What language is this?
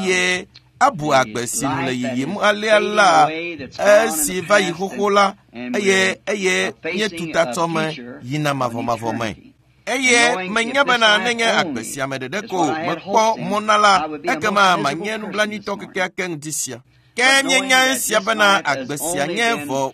Ewe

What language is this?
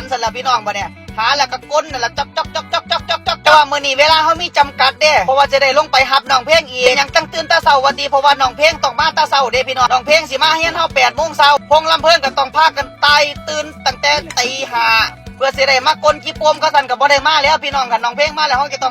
Northeastern Thai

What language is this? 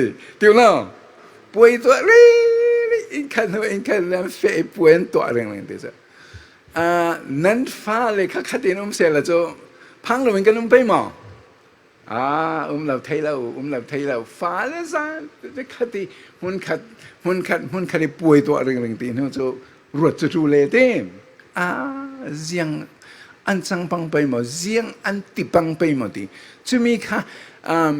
Falam Chin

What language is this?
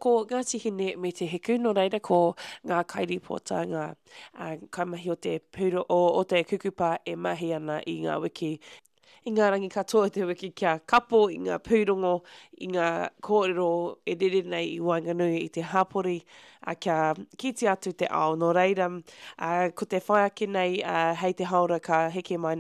Māori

